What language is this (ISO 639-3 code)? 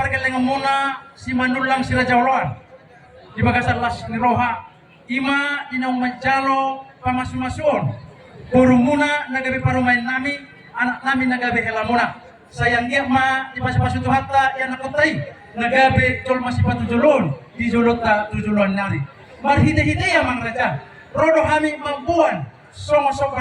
bbc